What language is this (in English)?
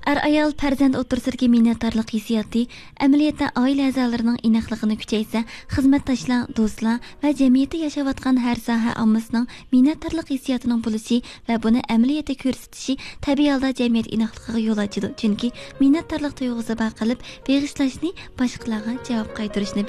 Uyghur